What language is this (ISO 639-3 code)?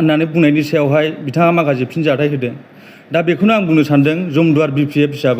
brx